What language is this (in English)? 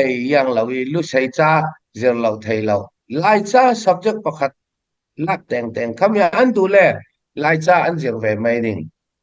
Falam Chin